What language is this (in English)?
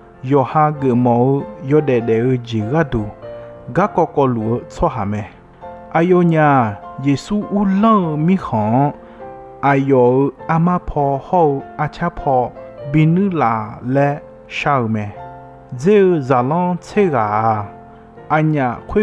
Akha